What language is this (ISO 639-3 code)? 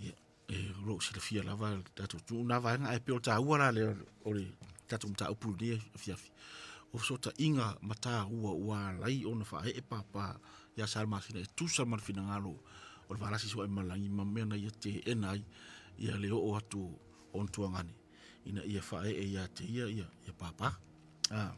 smo